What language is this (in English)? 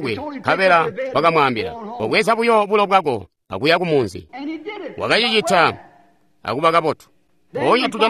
Tonga (Zambia)